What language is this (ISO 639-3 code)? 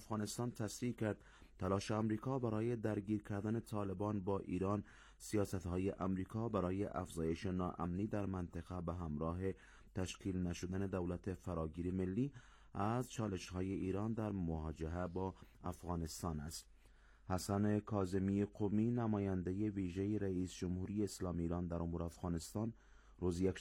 fas